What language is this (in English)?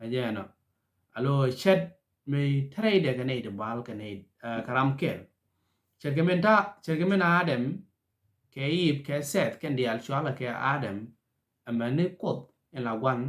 Nuer